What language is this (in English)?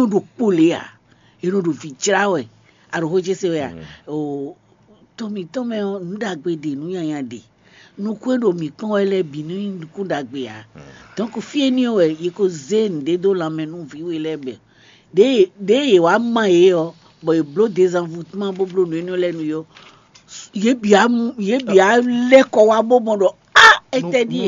Fon